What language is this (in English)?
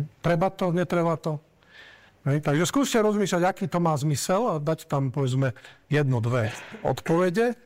Slovak